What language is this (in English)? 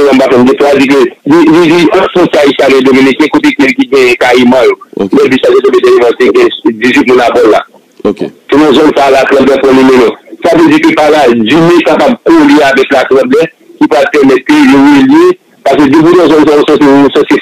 Haitian Creole